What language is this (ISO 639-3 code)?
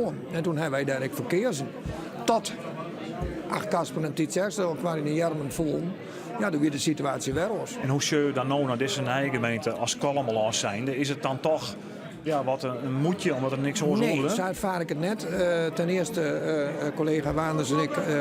fry